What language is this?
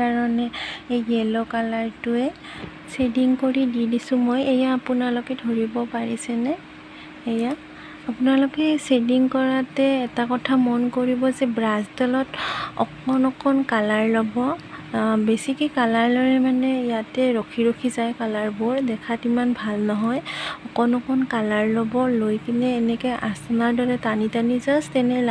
Assamese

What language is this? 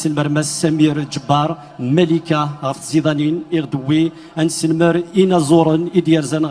Kabyle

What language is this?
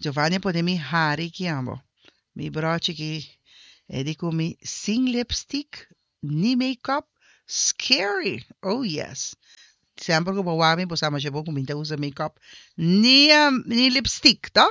Papiamento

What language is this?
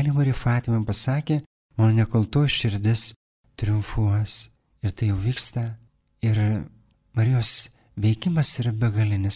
Lithuanian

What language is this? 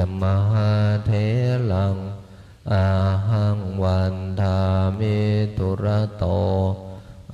Pali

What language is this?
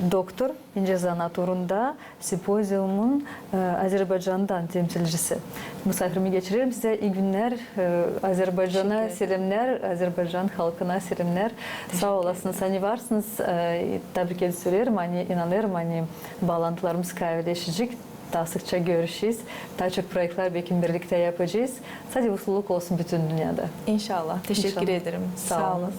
Gagauz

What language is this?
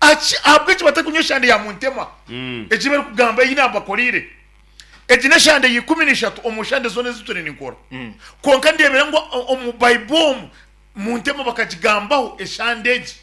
Nyankole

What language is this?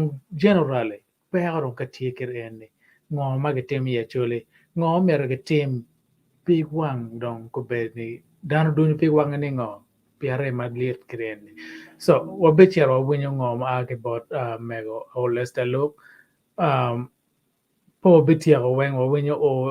Acoli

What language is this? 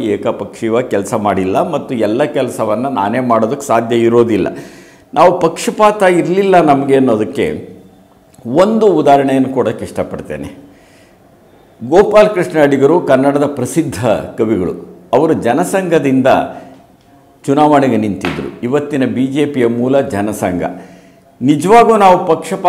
Kannada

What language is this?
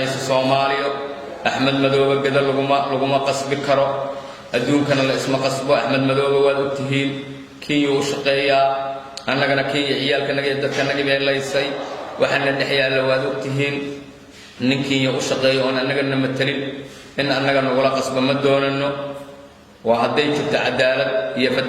Somali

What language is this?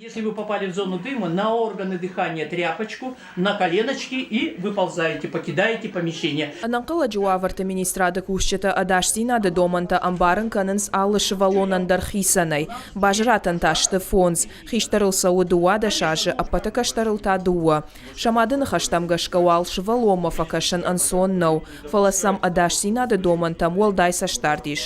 Ossetic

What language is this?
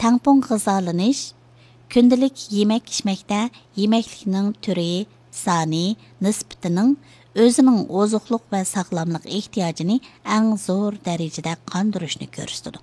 Uyghur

